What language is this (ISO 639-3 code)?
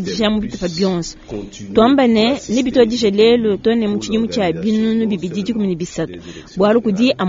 lua